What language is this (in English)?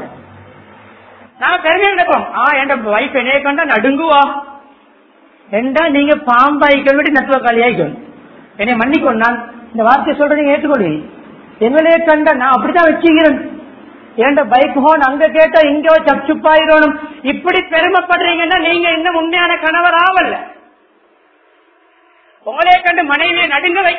Tamil